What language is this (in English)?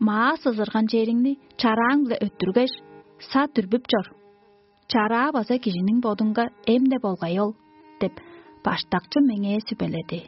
Tuvinian